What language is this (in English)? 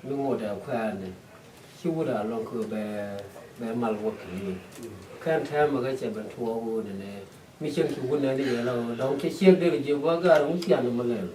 Nuer